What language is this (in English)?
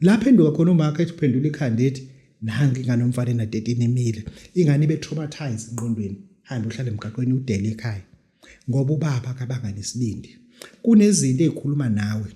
Zulu